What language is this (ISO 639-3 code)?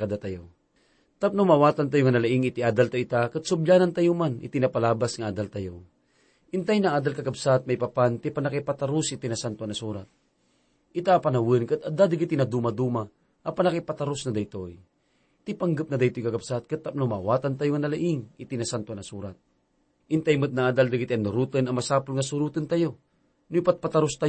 ilo